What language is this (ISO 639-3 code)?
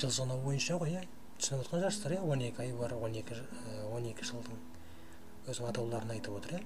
kaz